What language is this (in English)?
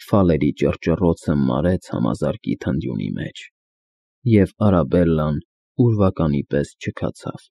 Armenian